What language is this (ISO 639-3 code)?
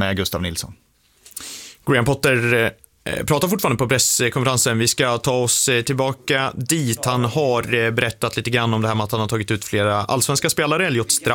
swe